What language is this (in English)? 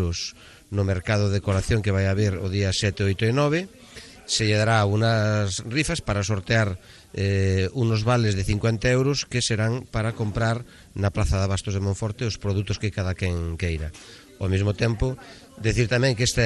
Galician